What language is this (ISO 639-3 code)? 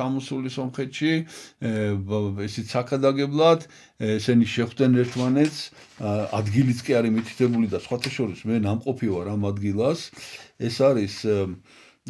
kat